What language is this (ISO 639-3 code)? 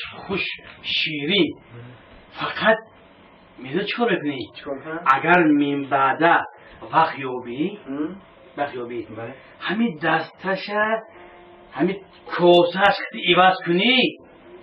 tgk